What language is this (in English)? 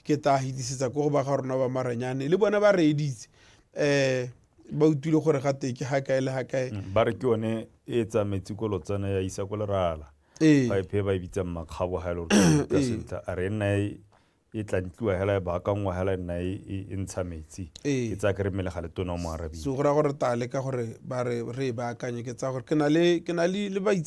Tswana